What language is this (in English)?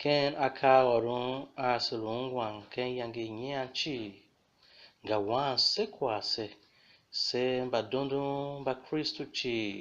Tiv